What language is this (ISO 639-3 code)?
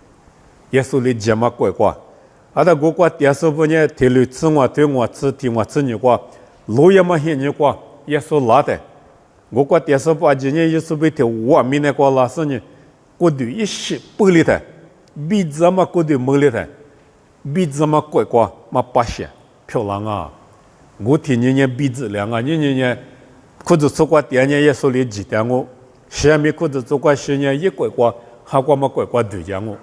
lis